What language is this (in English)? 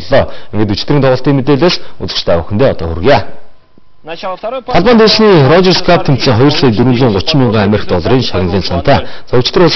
Mongolian